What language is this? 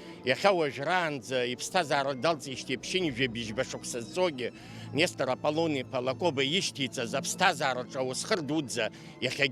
Abkhazian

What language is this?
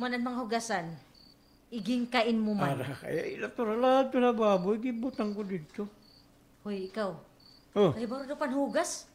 Waray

